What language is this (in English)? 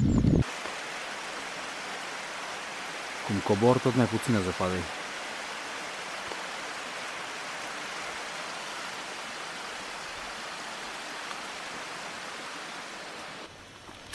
Romanian